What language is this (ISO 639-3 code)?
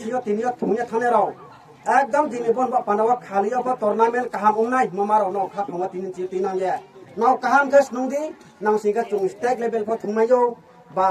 ria